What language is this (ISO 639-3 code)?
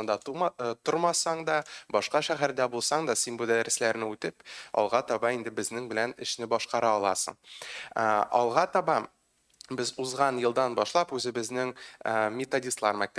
tat